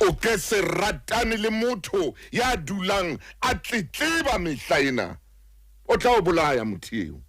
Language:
Southern Sotho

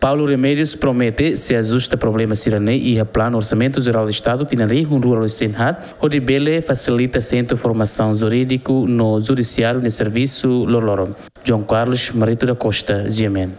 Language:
Tetum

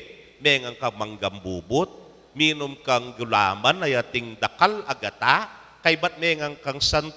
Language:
Pampanga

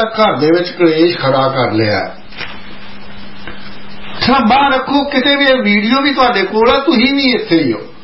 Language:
Punjabi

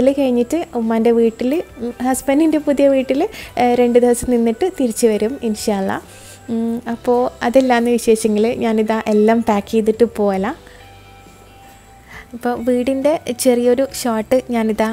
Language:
Malayalam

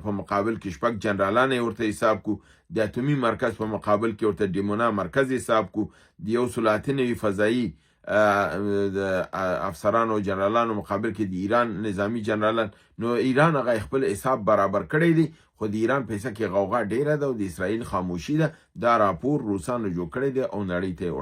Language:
Pashto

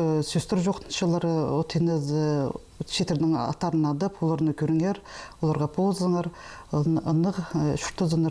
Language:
Khakas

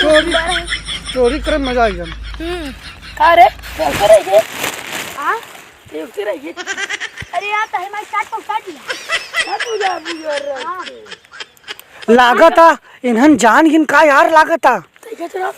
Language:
Awadhi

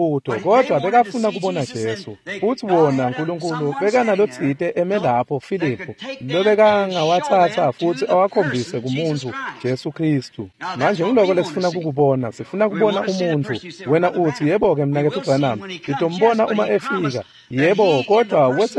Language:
Swati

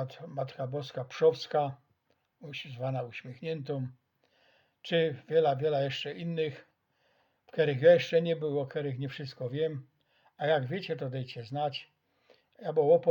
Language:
Silesian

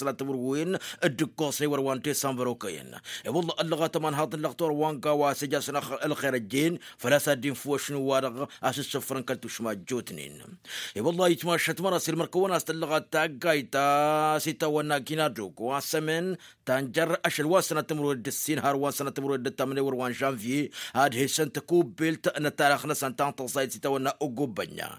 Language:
Tamasheq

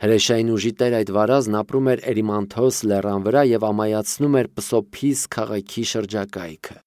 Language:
Armenian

